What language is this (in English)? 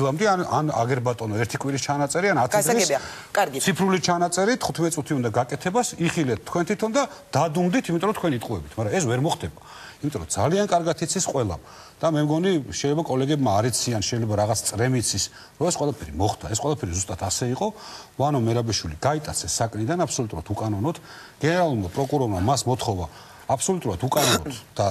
Georgian